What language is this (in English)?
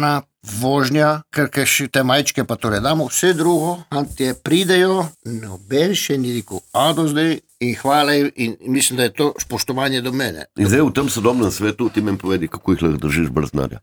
Slovenian